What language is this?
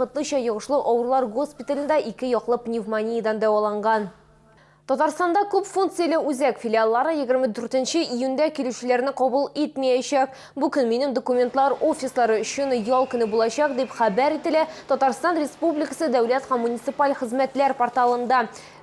Tatar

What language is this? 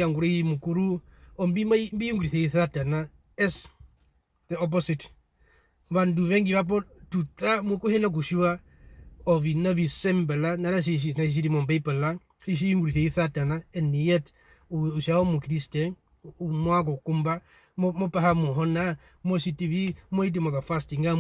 Herero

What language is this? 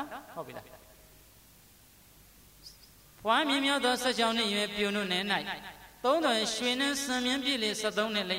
Burmese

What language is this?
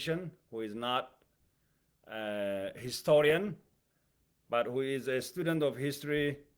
English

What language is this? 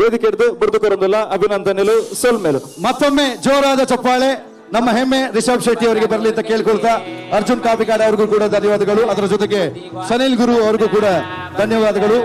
Tulu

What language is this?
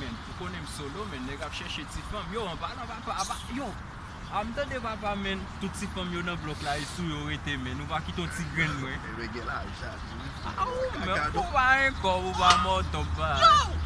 Haitian Creole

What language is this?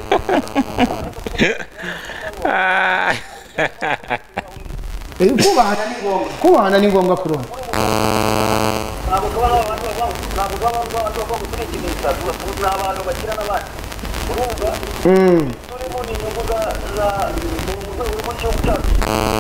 Kinyarwanda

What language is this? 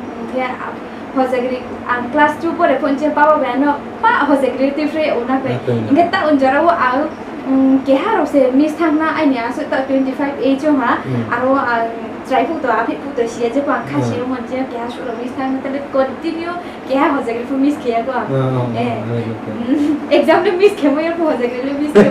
Riang (India)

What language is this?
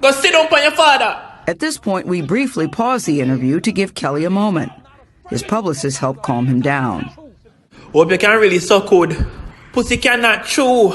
Jamaican Creole English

